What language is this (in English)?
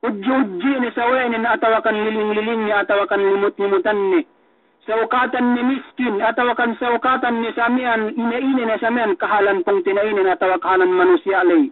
Yakan